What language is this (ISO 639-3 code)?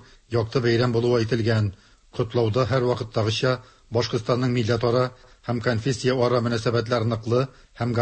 tat